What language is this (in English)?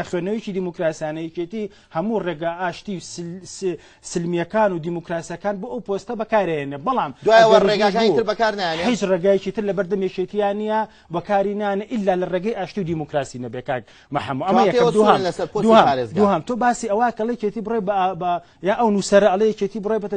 Central Kurdish